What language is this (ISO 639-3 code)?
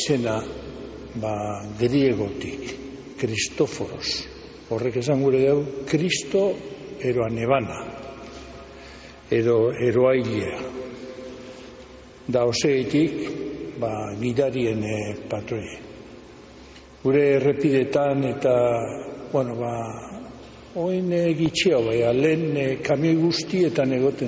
eus